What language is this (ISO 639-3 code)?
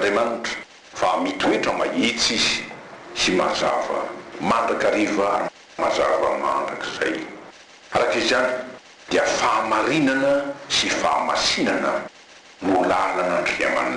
mlg